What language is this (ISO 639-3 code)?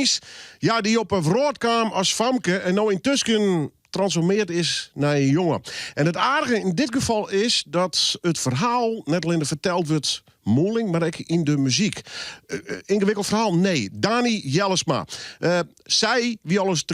fry